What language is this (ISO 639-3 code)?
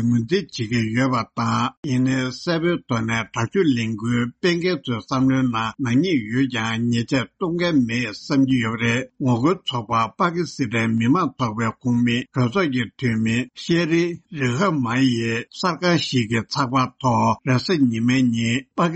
bod